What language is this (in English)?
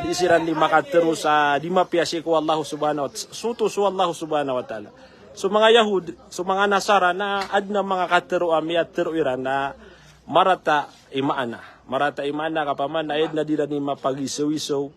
Maranao